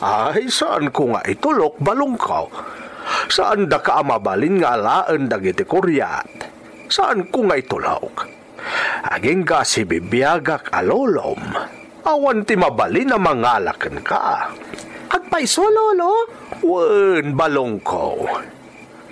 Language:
Iloko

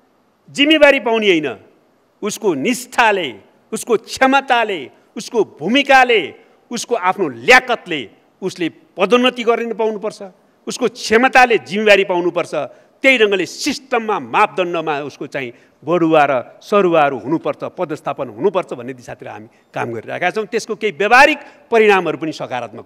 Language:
Nepali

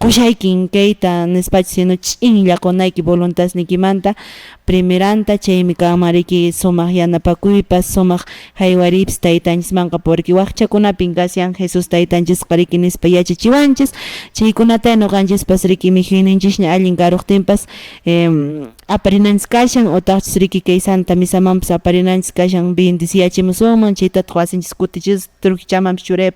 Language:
Quechua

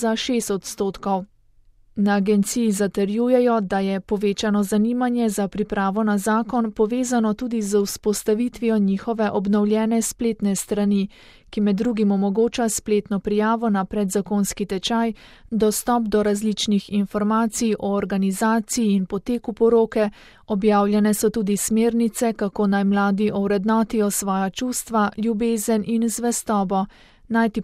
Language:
Slovenian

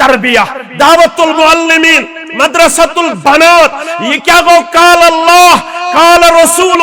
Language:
Kashmiri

